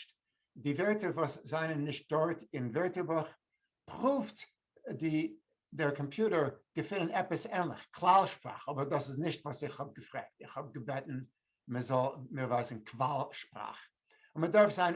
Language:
Yiddish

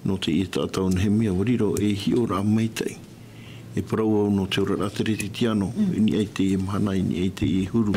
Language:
Tahitian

